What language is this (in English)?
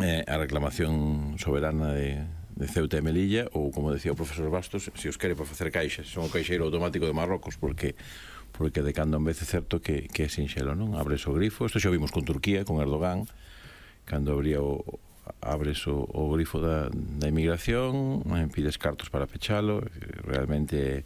Galician